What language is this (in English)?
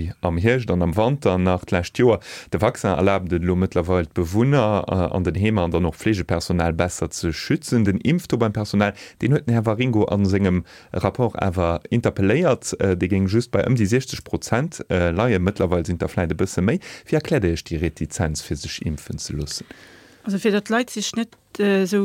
Luxembourgish